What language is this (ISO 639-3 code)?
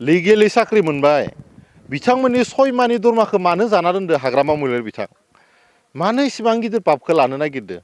brx